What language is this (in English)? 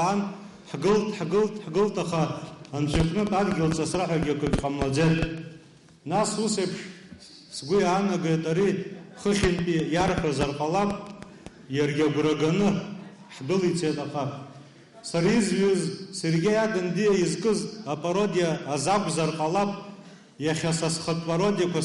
Abkhazian